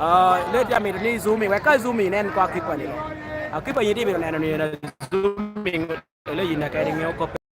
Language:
Lango (Uganda)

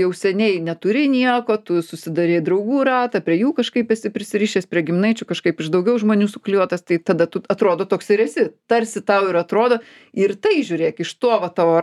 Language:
Lithuanian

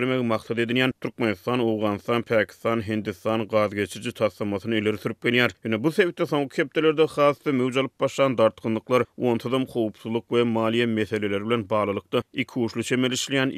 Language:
Turkmen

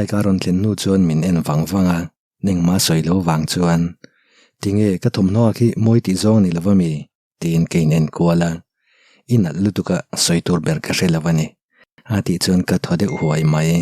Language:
Mizo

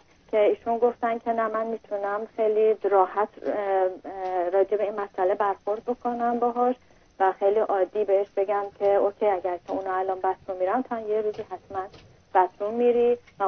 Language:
Persian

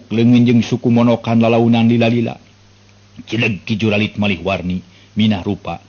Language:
Sundanese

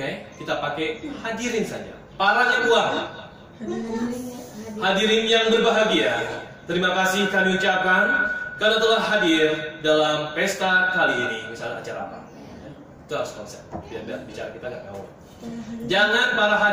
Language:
Indonesian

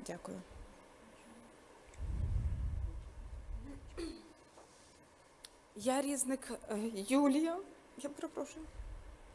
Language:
Ukrainian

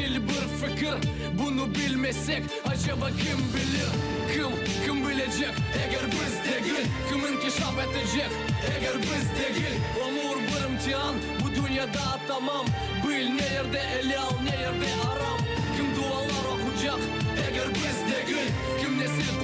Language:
Crimean Tatar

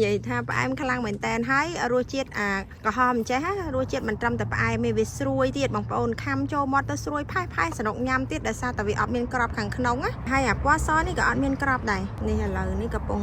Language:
Khmer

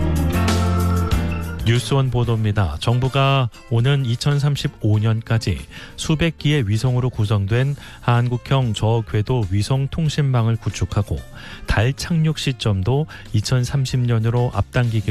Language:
Korean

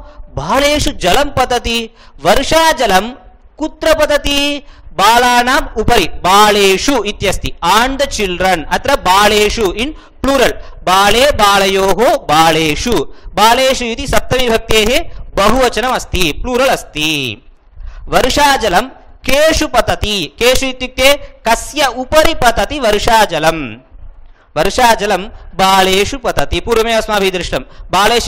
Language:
Sanskrit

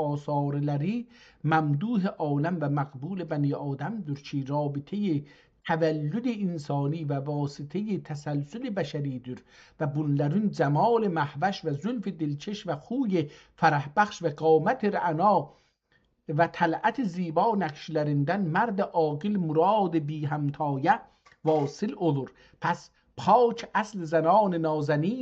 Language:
South Azerbaijani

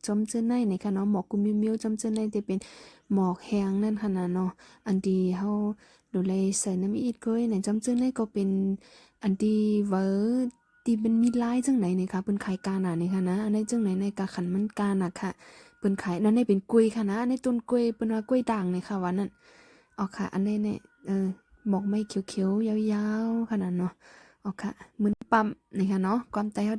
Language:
Shan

